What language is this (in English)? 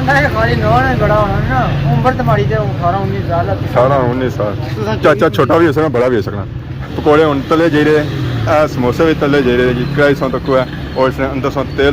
Pahari-Potwari